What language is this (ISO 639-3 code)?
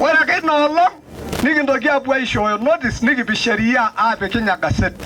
mas